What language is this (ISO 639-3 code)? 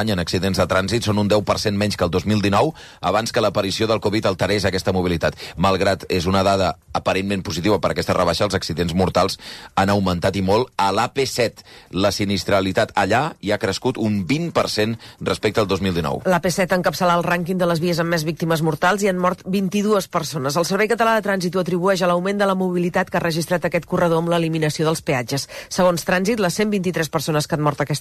cat